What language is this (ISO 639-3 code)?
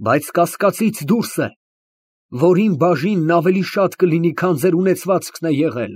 hye